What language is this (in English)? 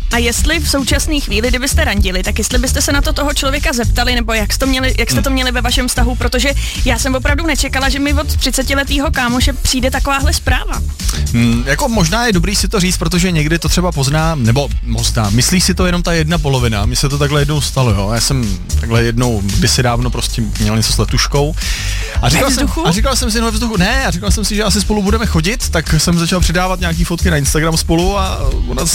Czech